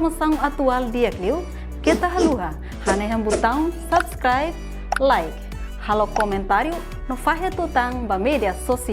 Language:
Tetum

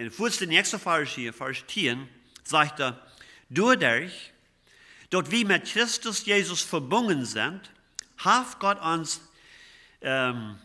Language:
Plautdietsch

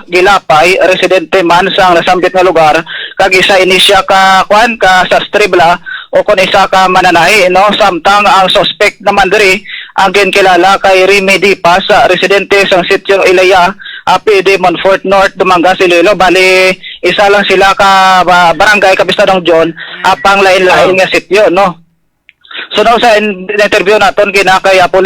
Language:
Hiligaynon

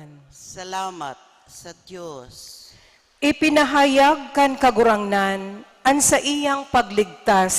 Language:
Bikol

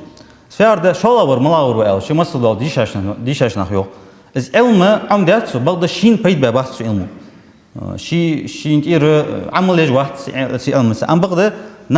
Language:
Ingush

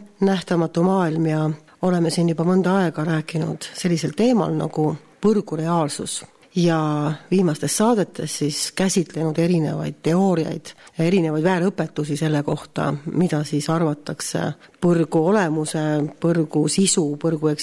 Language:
Estonian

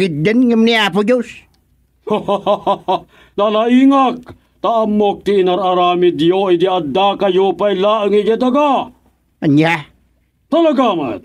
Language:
Iloko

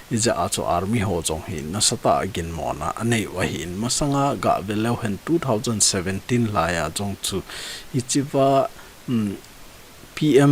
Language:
Thado Chin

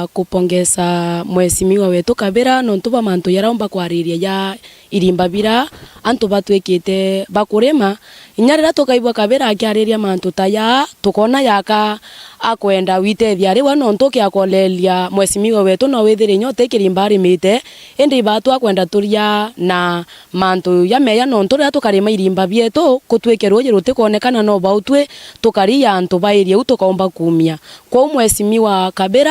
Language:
Meru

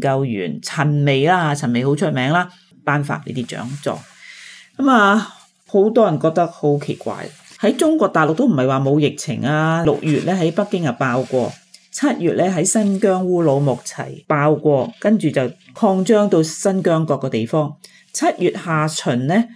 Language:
Cantonese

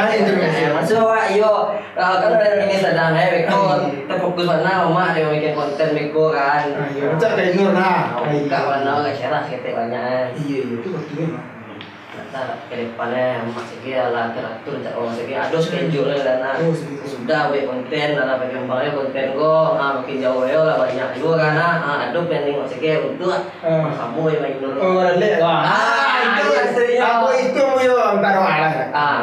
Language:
Minangkabau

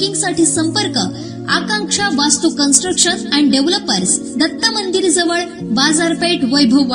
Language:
Marathi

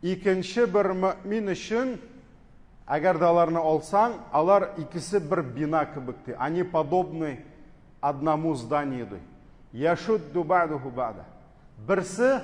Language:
Tatar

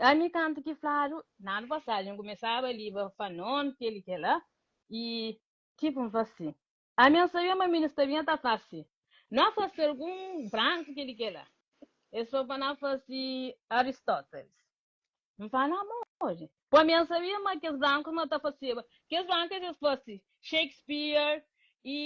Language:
Kabuverdianu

